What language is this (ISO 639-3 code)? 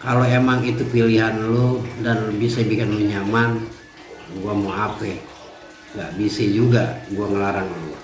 bew